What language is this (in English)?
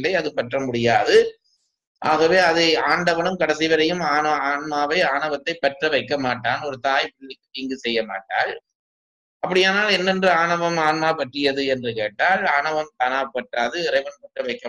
Tamil